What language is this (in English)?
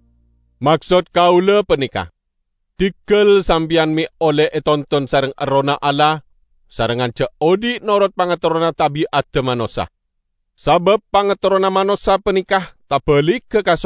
Madurese